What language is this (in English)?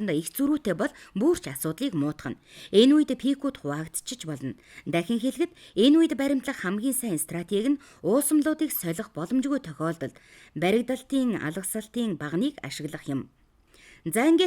Mongolian